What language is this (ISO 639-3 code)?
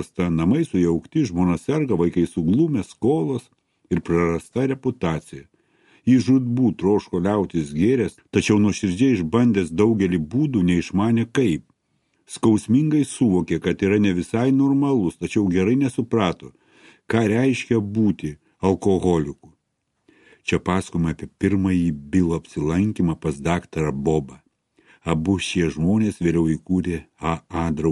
lit